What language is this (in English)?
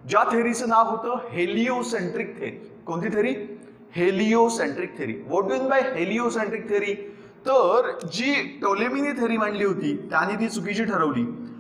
Marathi